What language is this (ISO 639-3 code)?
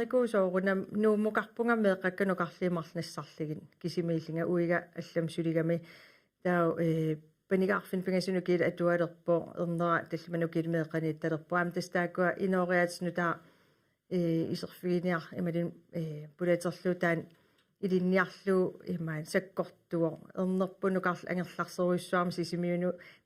kal